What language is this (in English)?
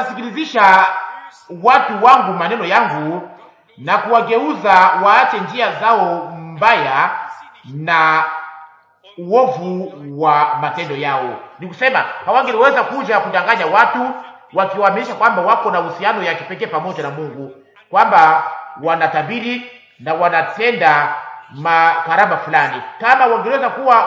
Swahili